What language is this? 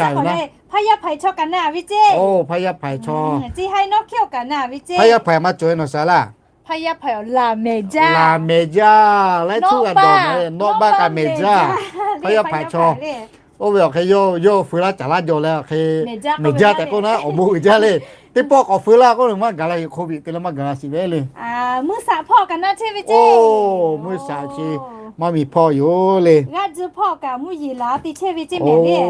Lahu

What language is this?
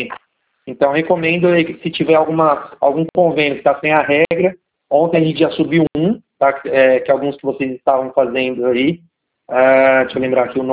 Portuguese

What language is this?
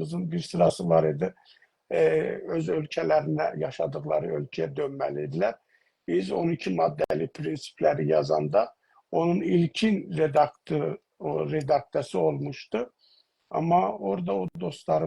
South Azerbaijani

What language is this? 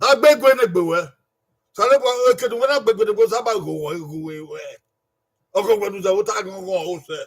Bini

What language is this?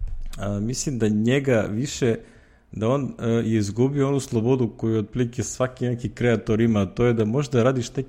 Serbian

